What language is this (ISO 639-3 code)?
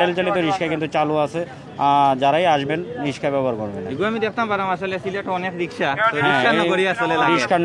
syl